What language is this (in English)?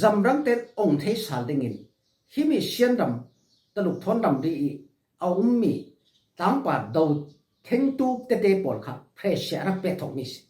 Falam Chin